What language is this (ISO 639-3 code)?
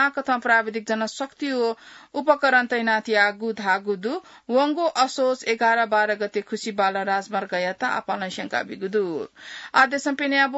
new